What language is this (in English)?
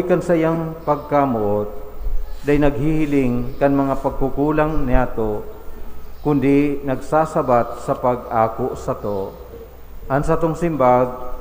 Bikol